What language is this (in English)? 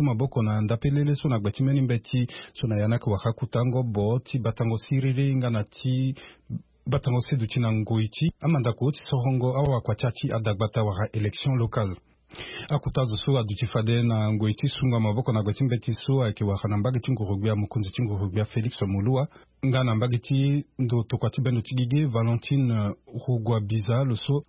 Sango